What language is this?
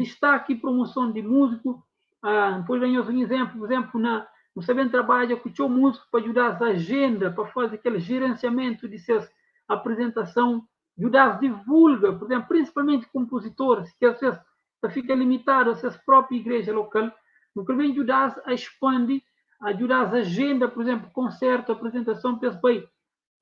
Kabuverdianu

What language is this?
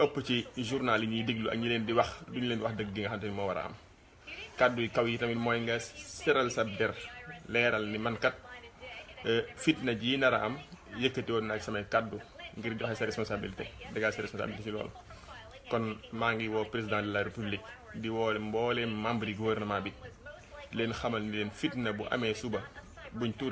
Wolof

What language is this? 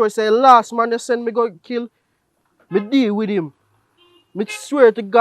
Jamaican Creole English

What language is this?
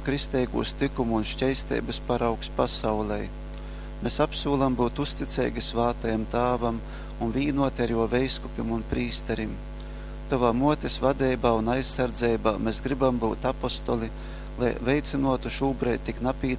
Latgalian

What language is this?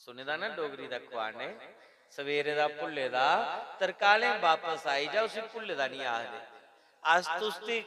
Dogri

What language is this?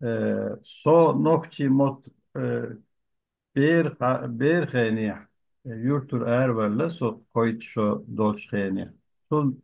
Chechen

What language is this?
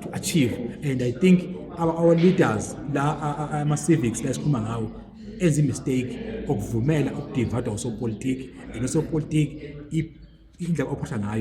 Zulu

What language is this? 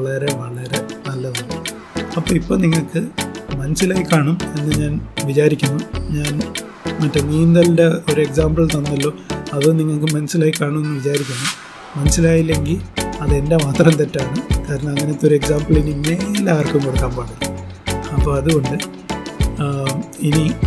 Malayalam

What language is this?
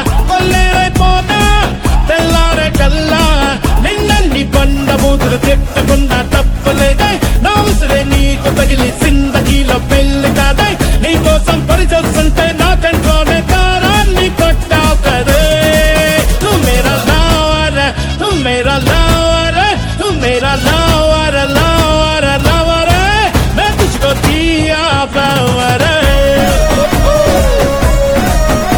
Telugu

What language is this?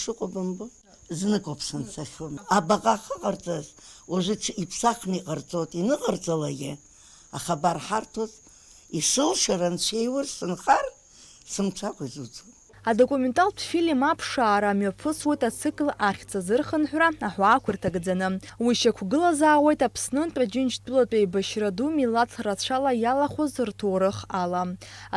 Abkhazian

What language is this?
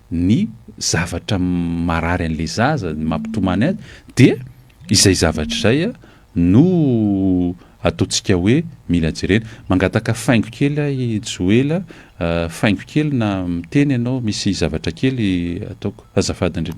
Malagasy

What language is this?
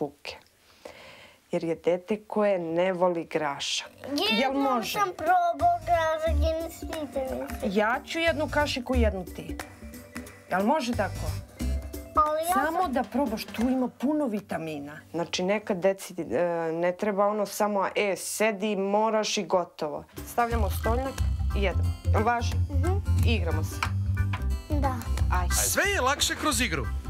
Serbian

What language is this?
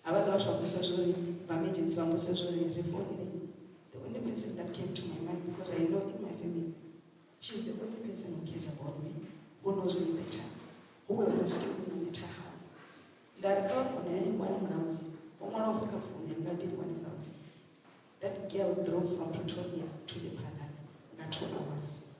Venda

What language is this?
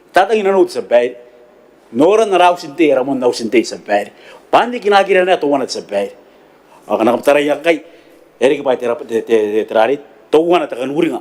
Gilbertese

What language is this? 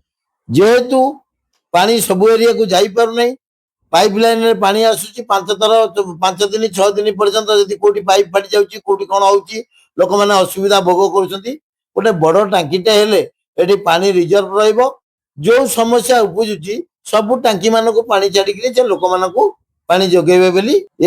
Odia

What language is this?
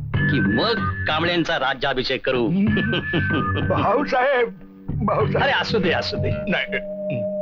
Marathi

